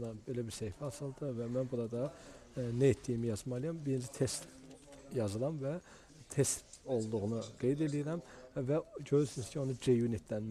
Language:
Azerbaijani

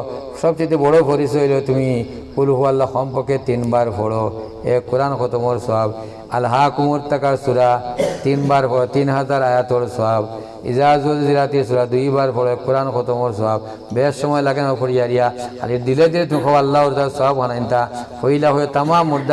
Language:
Sylheti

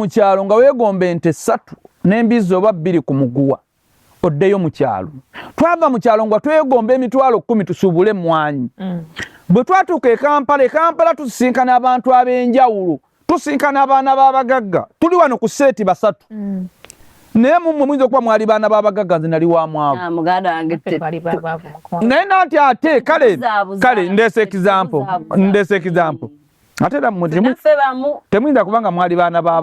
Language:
Ganda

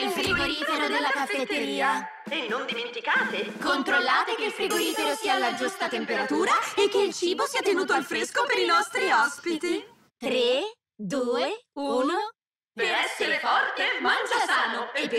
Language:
Italian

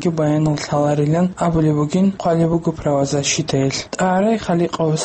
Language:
Avaric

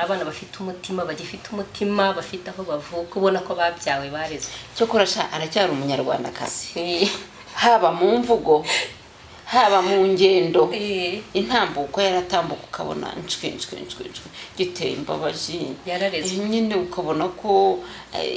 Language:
Kinyarwanda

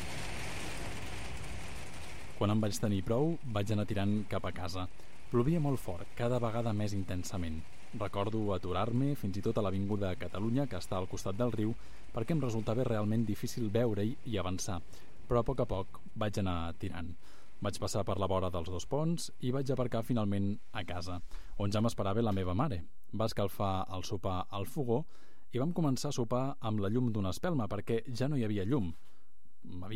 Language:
Catalan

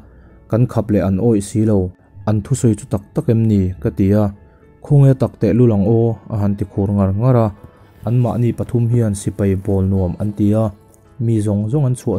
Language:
Mizo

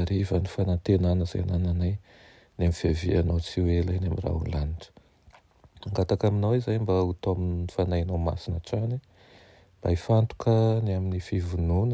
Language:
Malagasy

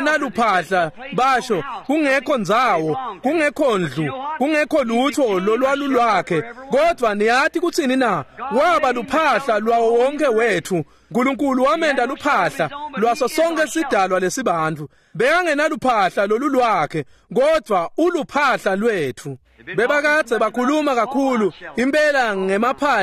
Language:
Swati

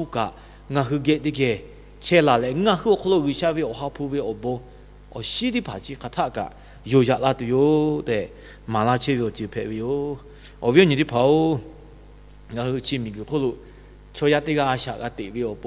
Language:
Lahu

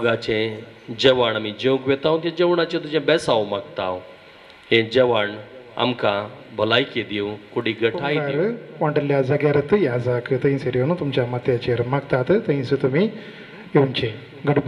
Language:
Konkani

